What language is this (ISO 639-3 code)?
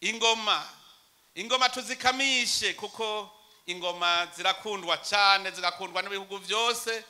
run